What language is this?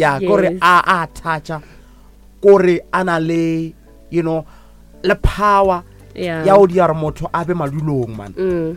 Northern Sotho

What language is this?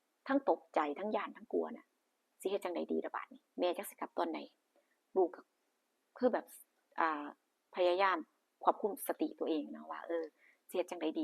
Northeastern Thai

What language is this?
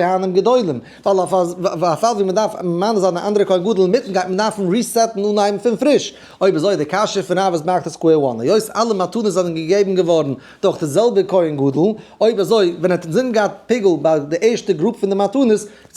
Yiddish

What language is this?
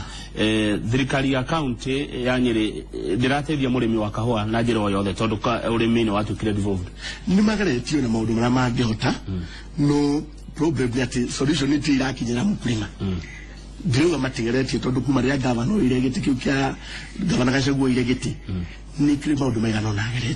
Kikuyu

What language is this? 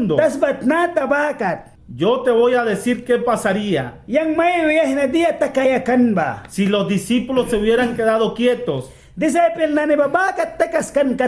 Mískito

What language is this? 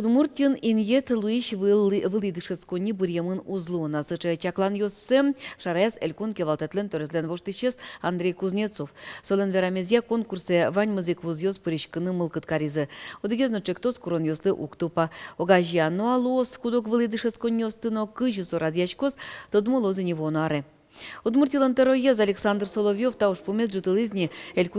Udmurt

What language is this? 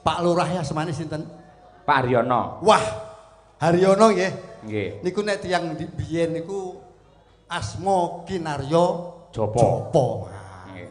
Javanese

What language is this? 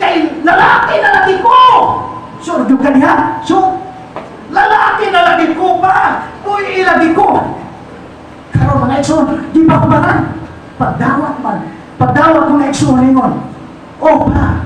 Cebuano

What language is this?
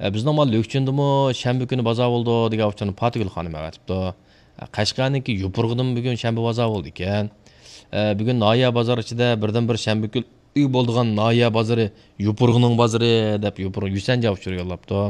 Uyghur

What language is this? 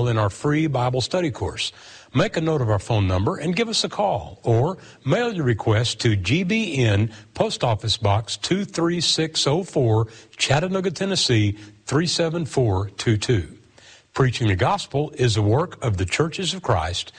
English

